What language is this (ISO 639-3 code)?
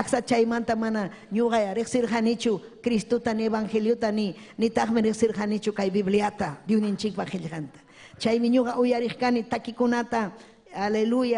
quy